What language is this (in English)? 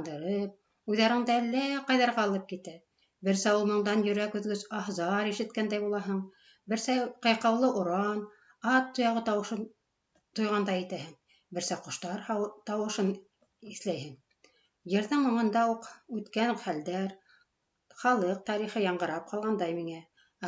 Bashkir